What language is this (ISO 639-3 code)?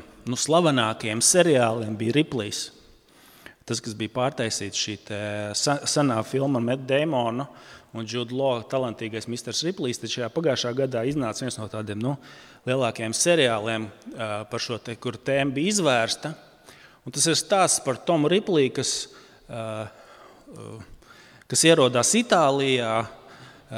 lav